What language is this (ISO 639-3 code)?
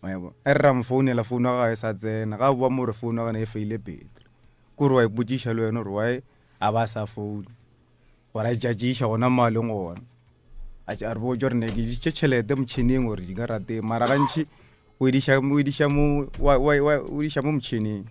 nso